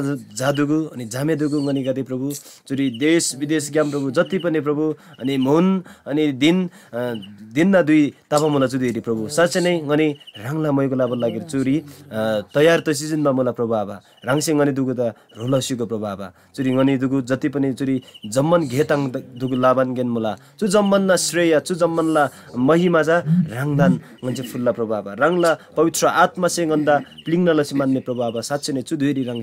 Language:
Eastern Tamang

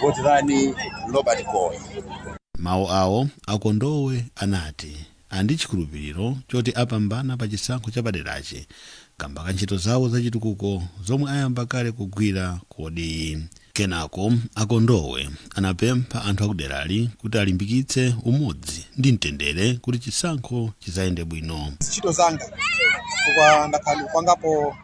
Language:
Nyanja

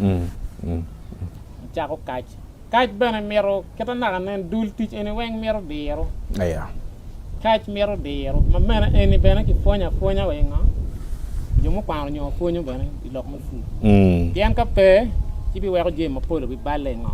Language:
Acoli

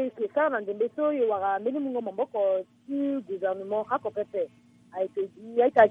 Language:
Sango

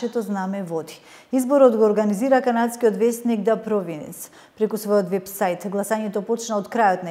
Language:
Macedonian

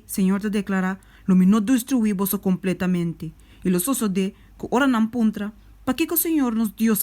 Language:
Papiamento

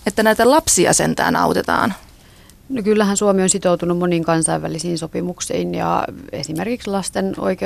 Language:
Finnish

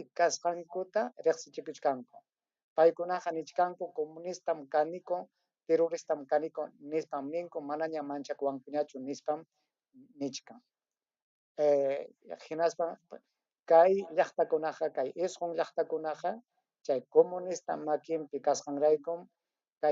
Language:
Ayacucho Quechua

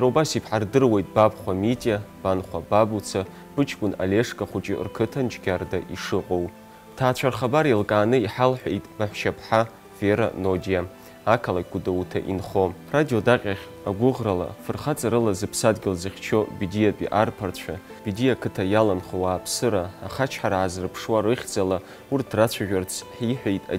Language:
Abkhazian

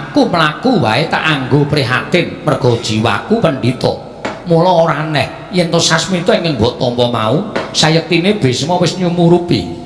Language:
Javanese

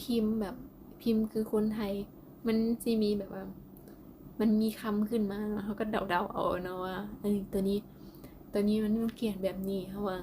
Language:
Lao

